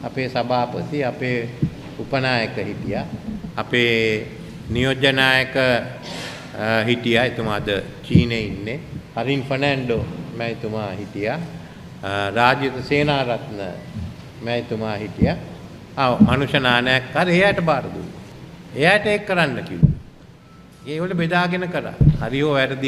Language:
Sinhala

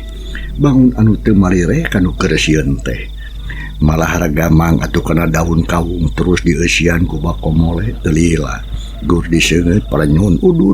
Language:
Sundanese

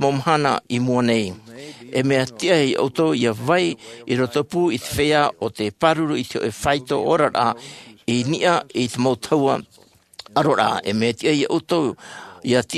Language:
Tahitian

